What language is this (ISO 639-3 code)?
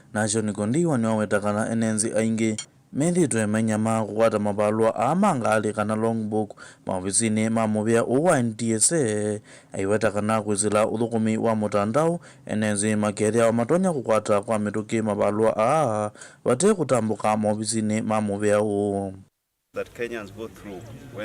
kam